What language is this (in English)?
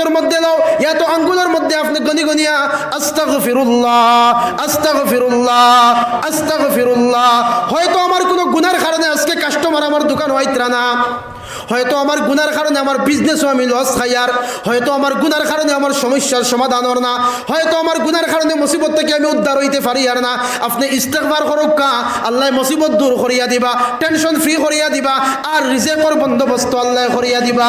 Sylheti